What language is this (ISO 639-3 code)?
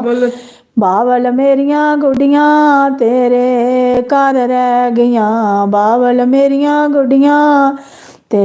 doi